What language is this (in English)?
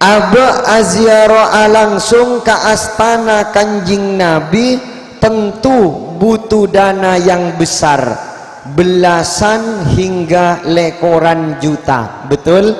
Madurese